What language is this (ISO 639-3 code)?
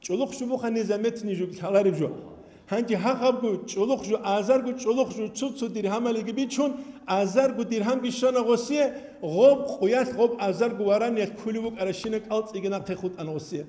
ava